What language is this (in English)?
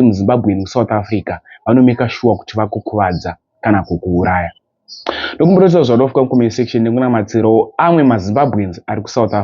Shona